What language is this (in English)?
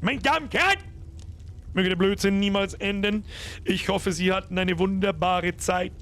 Bavarian